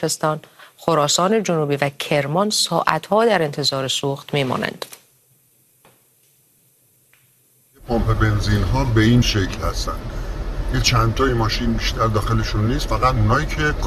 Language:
Persian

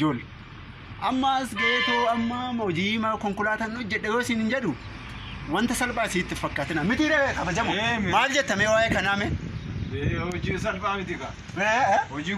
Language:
Oromo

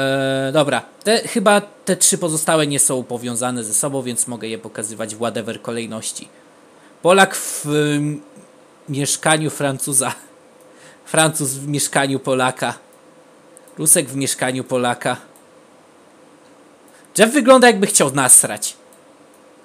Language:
Polish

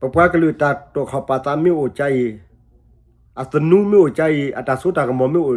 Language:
S'gaw Karen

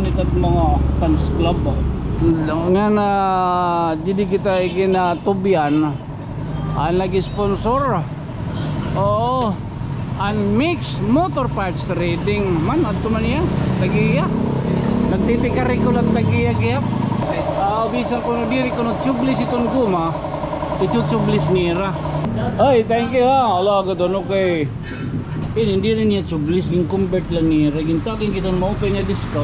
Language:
Waray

